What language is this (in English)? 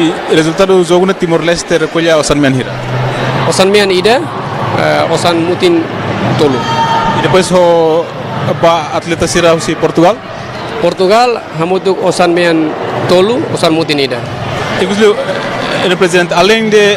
Tetum